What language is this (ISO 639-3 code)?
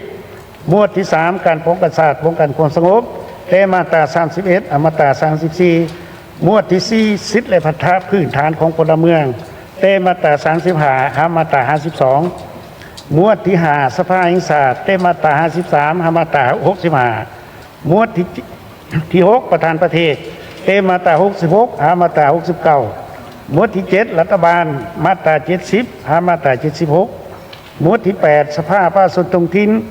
lao